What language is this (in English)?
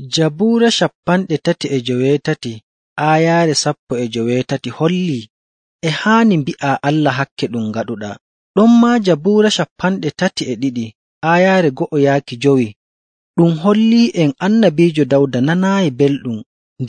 Nigerian Fulfulde